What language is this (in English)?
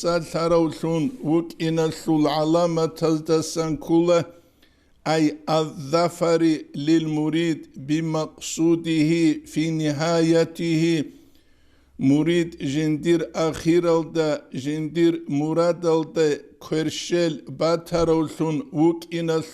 Avaric